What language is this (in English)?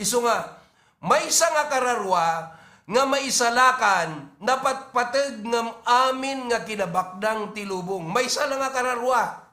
Iloko